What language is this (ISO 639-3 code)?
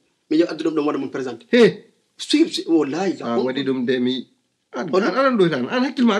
ful